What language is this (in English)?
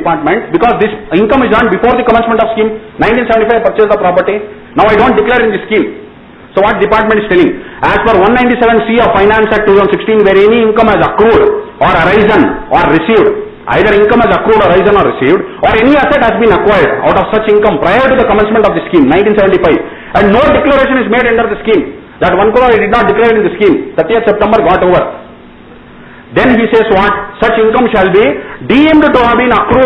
English